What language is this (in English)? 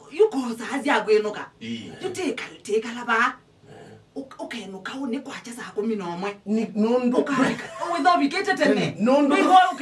Kamba